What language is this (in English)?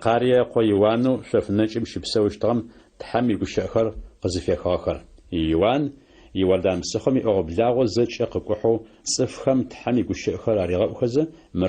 Adyghe